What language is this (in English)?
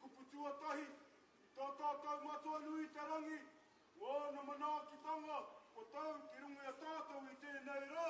Māori